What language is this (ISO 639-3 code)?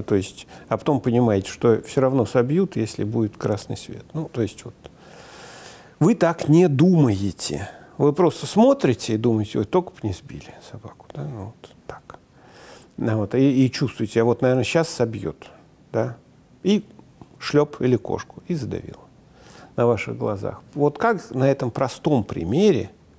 rus